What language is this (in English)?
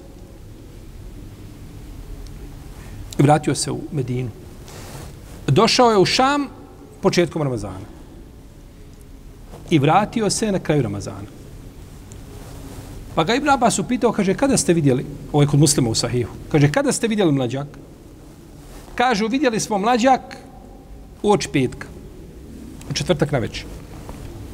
Bosnian